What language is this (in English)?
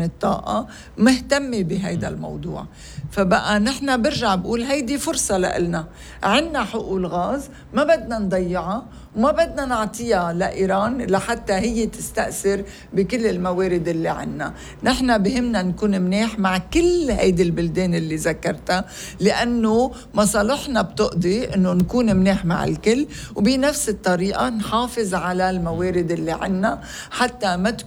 North Levantine Arabic